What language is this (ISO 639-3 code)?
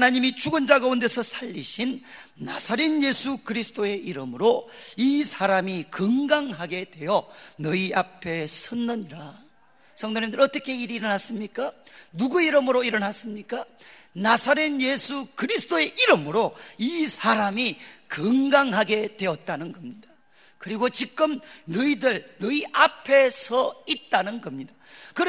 kor